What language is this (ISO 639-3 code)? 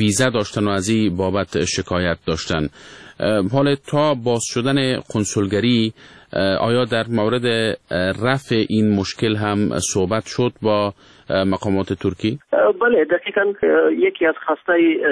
fas